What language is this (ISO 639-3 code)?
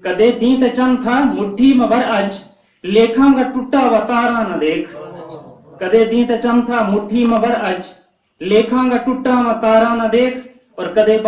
gju